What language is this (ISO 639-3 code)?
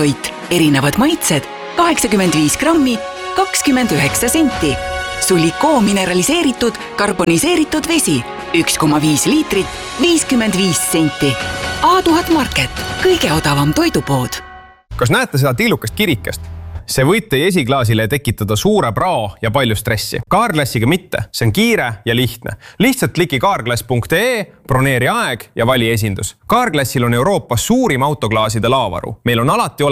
est